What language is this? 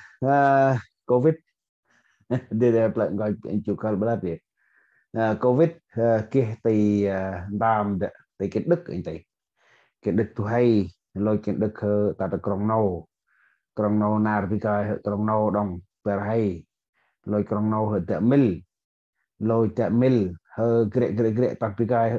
Central Mnong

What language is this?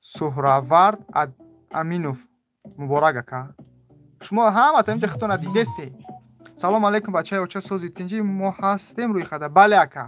Tajik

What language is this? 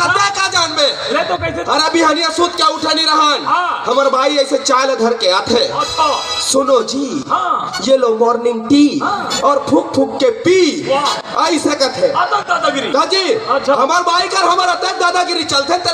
Chhattisgarhi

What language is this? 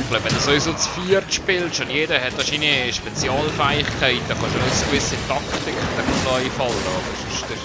Swiss German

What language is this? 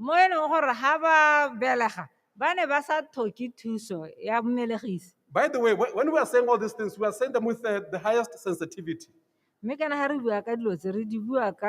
Tswana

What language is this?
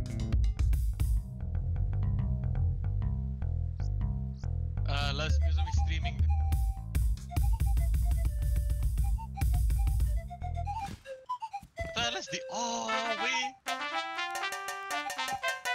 Afrikaans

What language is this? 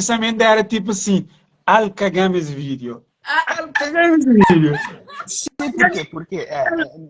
Kabuverdianu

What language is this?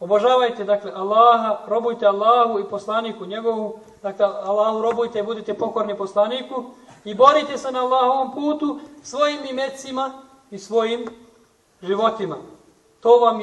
Bosnian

